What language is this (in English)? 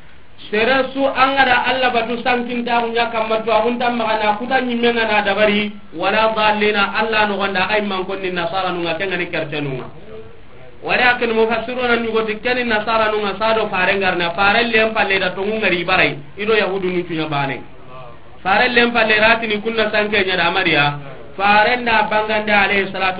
Soninke